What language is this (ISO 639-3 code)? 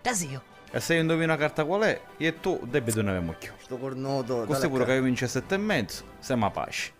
scn